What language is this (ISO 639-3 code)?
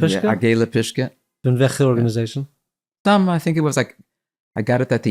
yid